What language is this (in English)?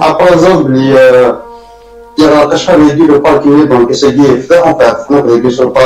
Kabyle